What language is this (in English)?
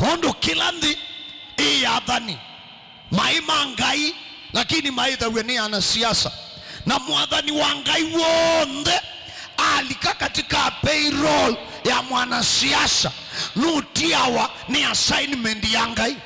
Kamba